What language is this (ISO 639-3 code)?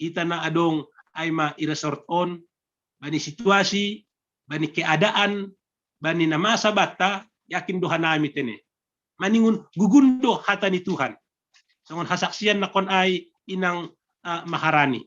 bts